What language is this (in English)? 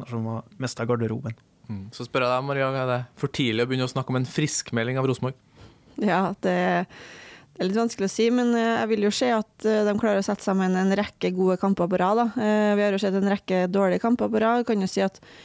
Norwegian